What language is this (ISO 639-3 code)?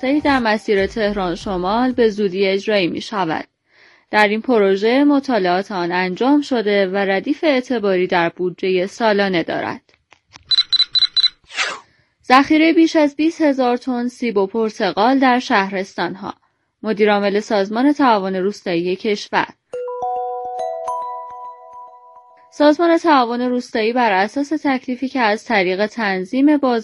fas